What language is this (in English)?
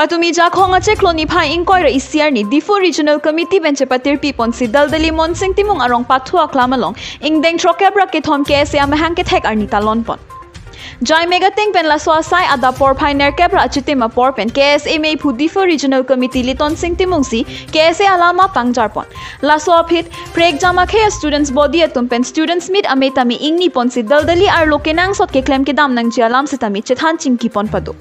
Karbi